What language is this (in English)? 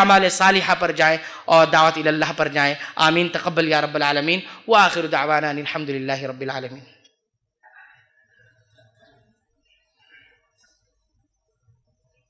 Urdu